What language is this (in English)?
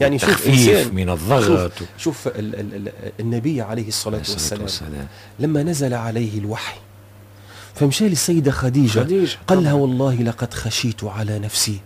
Tunisian Arabic